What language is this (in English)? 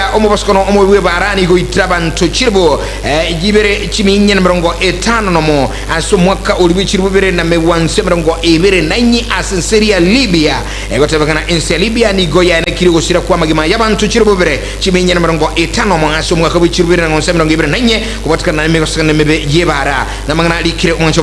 Gusii